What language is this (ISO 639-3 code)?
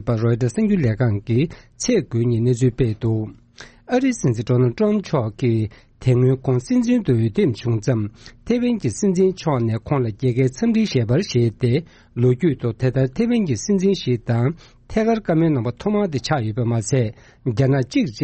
bod